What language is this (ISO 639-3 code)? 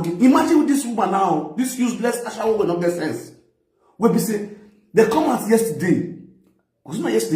pcm